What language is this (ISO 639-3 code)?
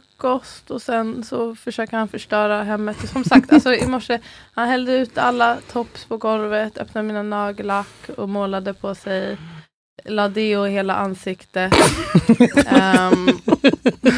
swe